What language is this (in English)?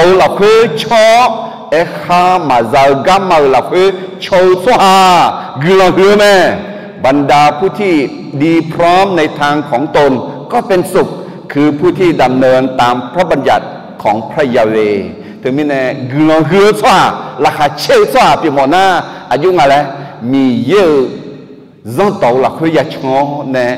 Akha